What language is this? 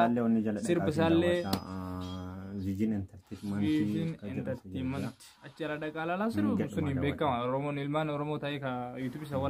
Oromo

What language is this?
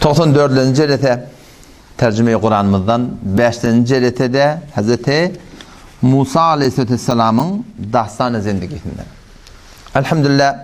Turkmen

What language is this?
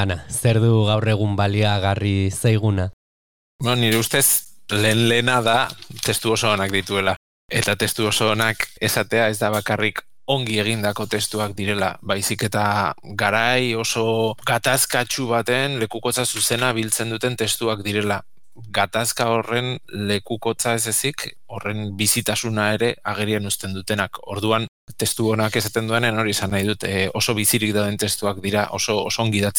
Basque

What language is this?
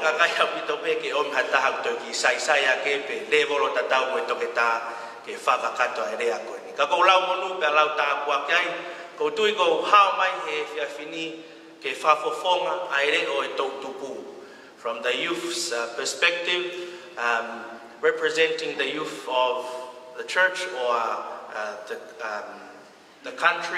Tongan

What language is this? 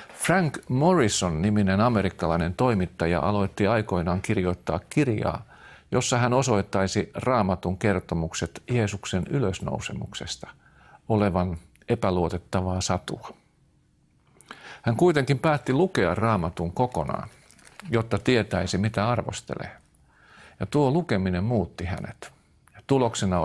Finnish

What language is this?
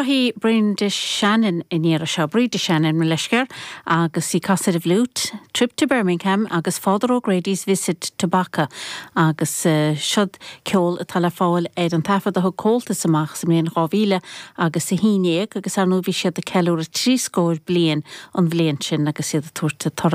Irish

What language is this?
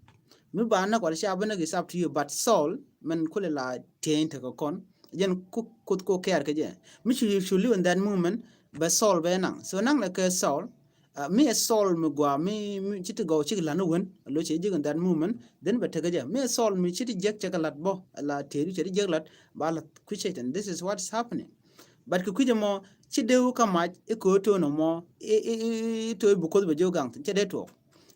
Nuer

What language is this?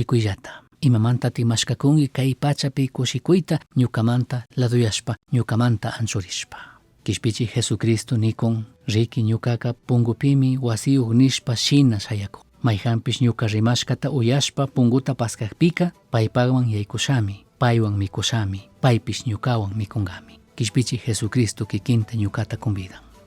Chimborazo Highland Quichua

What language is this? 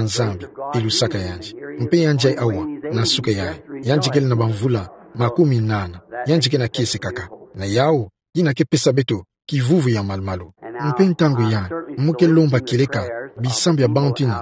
Kituba (Democratic Republic of Congo)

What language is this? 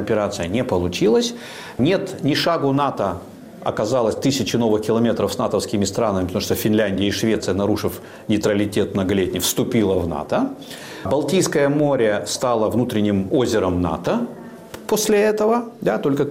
Russian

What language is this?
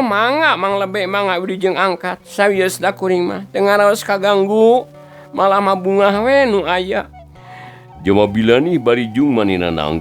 Sundanese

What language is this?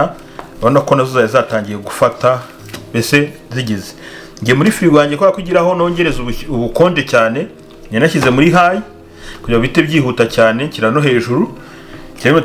Kinyarwanda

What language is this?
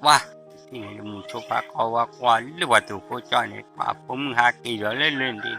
S'gaw Karen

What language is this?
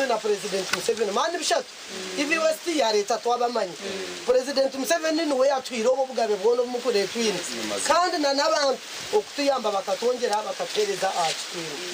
Nyankole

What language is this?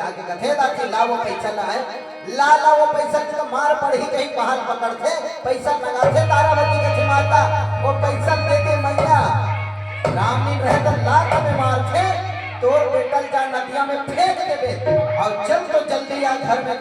Chhattisgarhi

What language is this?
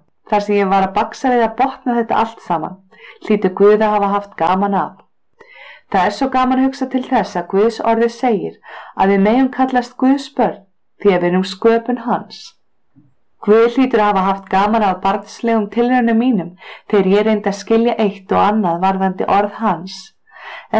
Icelandic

